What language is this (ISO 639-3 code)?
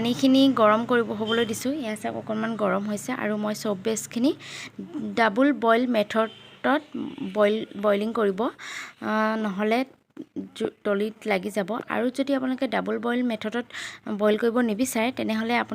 asm